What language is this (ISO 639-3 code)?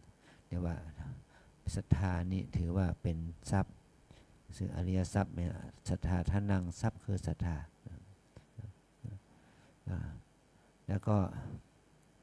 tha